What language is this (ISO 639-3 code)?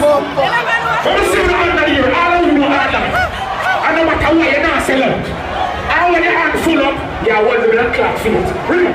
jam